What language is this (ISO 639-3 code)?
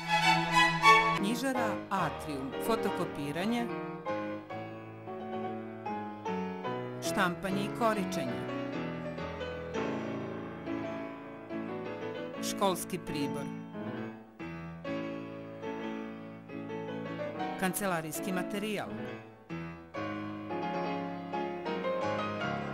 srp